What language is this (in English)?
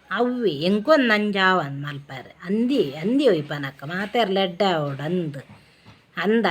Tulu